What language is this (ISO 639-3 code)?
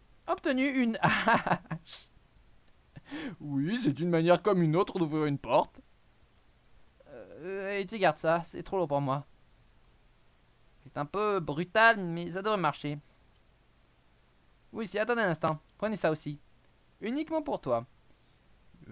fra